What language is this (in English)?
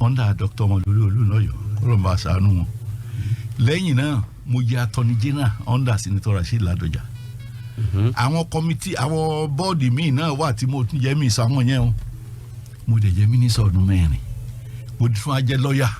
Yoruba